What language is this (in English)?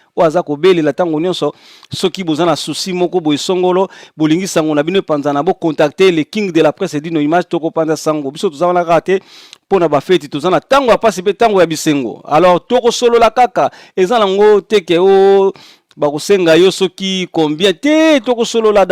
Lingala